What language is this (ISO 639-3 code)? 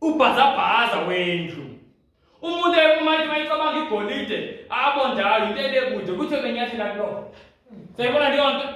zul